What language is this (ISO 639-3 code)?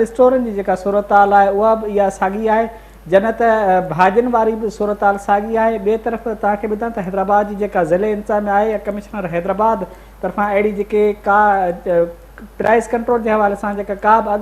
snd